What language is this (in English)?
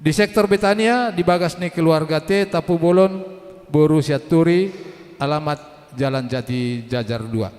Batak Toba